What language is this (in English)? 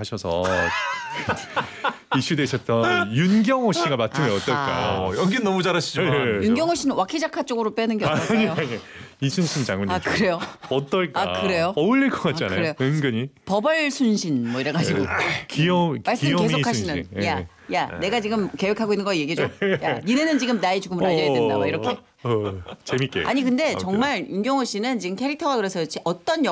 Korean